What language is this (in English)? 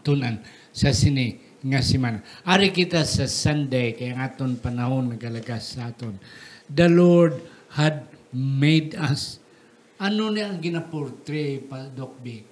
Hiligaynon